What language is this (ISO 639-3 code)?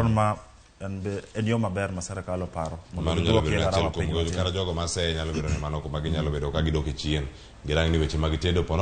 luo